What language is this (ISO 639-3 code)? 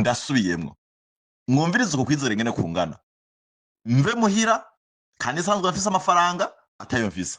run